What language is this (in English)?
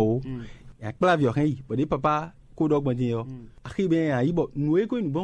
Fon